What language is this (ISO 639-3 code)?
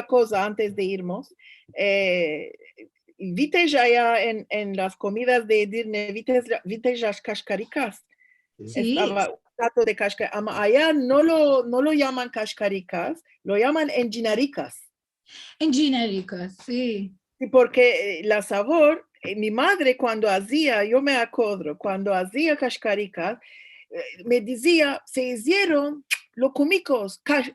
lad